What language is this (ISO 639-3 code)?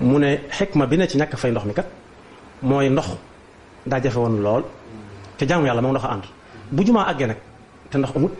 wol